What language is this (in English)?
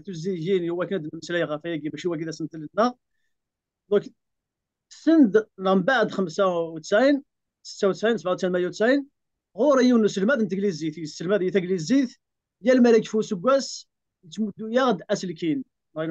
Kabyle